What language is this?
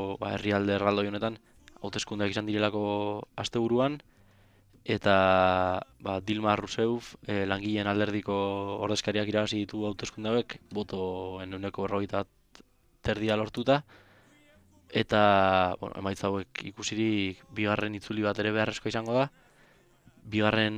Basque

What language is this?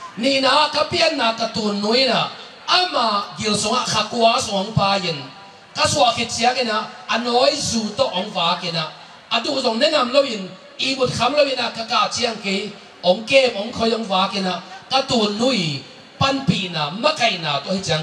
Tedim Chin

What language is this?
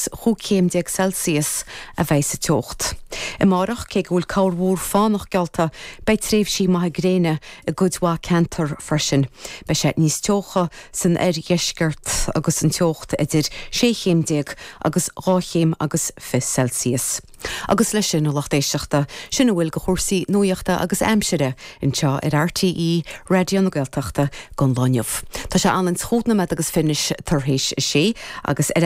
Irish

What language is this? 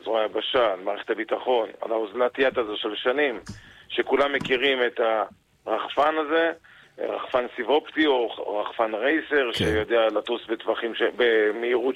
Hebrew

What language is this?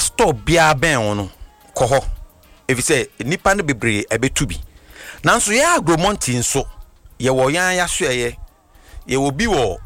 Akan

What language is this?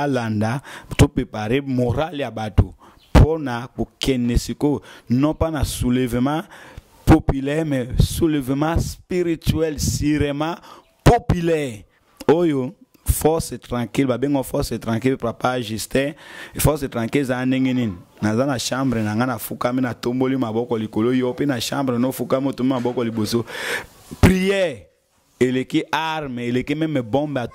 Lingala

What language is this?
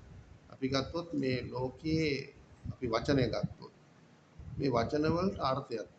Sinhala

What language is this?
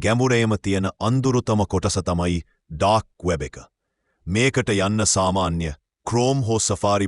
Sinhala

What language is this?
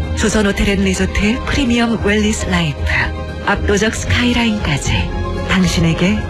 Korean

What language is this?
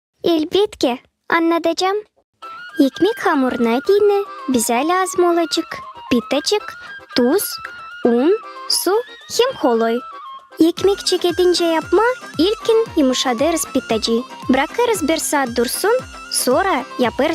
Gagauz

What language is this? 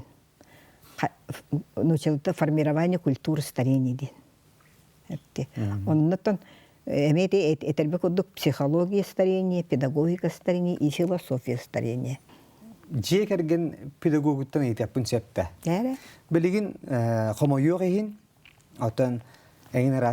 Yakut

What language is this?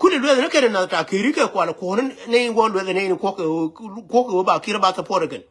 Nuer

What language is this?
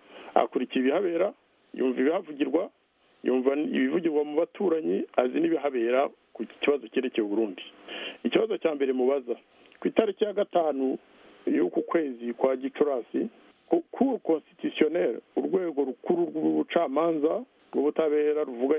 Kinyarwanda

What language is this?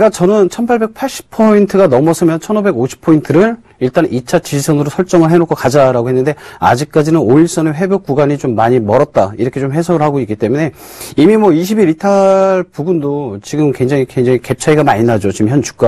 Korean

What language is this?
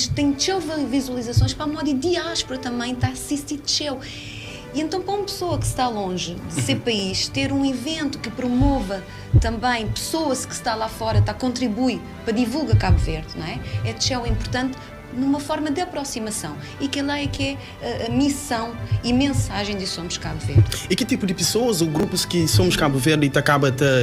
Kabuverdianu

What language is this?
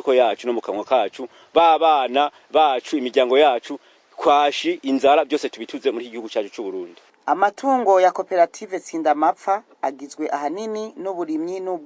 Rundi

